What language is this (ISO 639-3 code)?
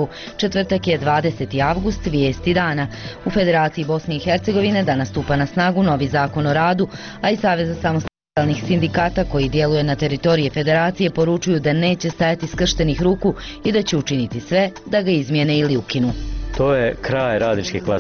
bos